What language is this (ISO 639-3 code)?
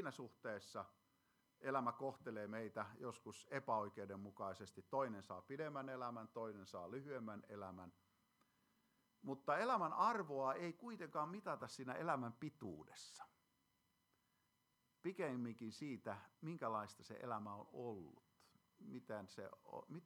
fin